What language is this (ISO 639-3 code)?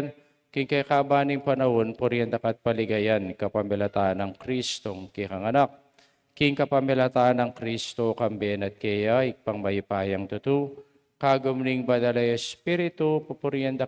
pam